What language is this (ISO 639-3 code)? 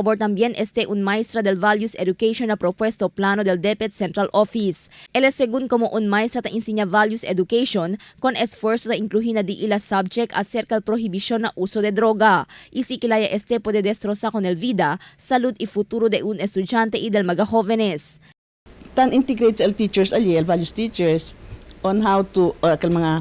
cbk